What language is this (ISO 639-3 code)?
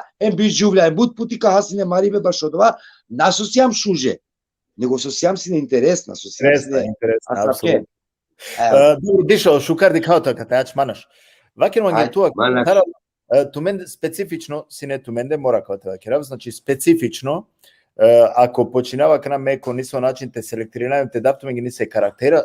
rmn